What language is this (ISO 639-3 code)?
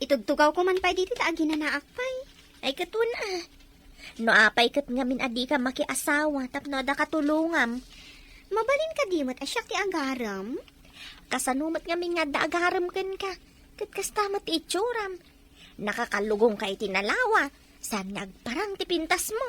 ilo